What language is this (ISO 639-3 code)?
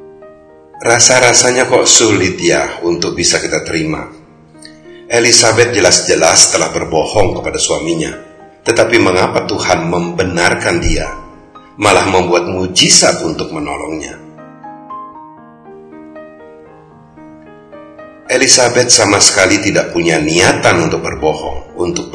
ind